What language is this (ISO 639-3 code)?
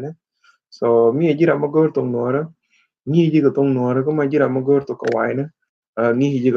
nus